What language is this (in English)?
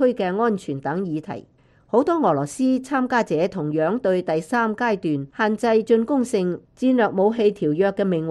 Cantonese